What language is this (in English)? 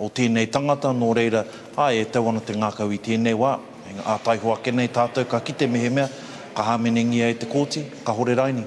Māori